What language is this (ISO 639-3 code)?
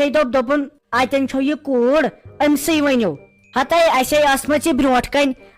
kas